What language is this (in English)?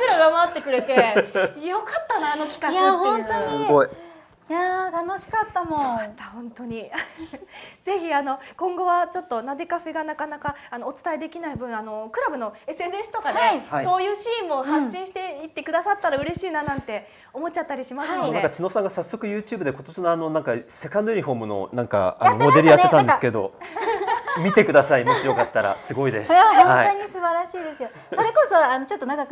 Japanese